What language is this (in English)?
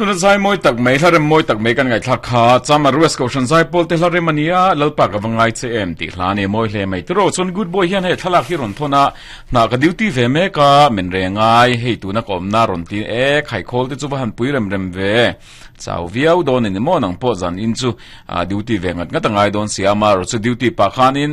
Mizo